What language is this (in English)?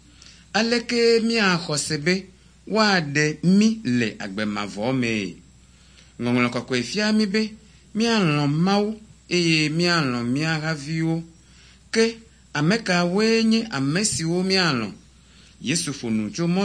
Ewe